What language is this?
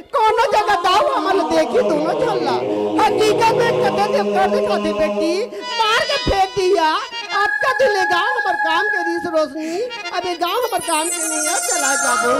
Chhattisgarhi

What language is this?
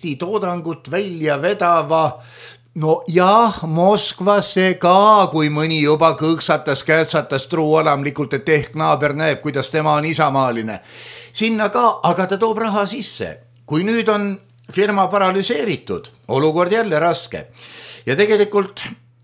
Estonian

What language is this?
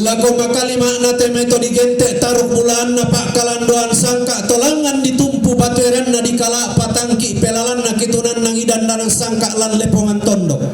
Toraja-Sa'dan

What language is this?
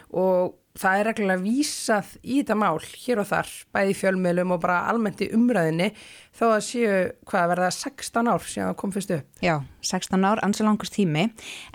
Icelandic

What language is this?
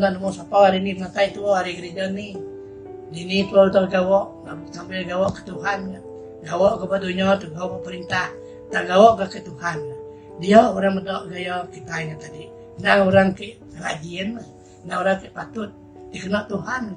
Iban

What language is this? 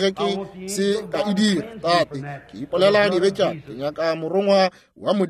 Northern Sotho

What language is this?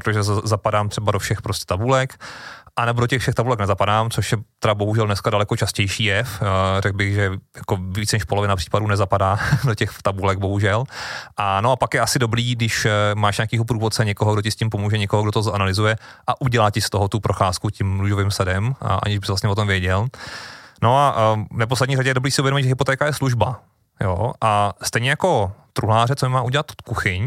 Czech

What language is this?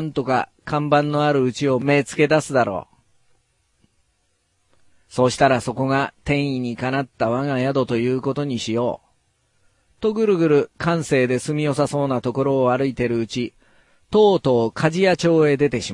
Japanese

